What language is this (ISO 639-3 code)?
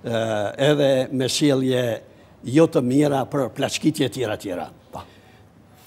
sqi